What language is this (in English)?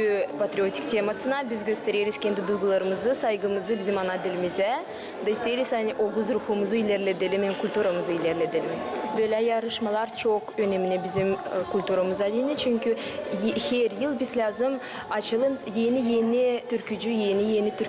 Gagauz